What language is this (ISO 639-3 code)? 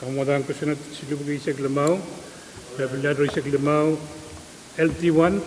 pon